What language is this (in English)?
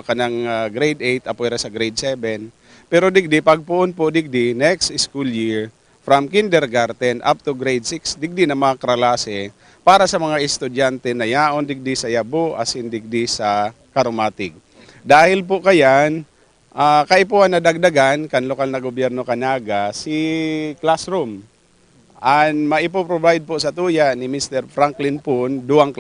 Bikol